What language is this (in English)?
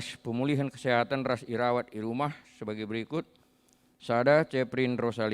Batak Karo